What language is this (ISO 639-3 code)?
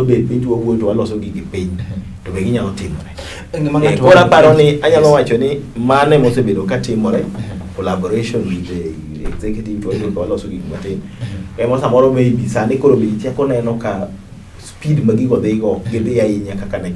luo